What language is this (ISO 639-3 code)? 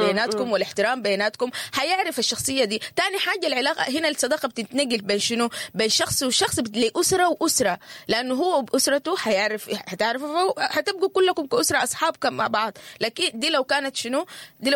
apd